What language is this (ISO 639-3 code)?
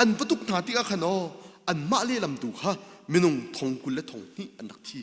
cnh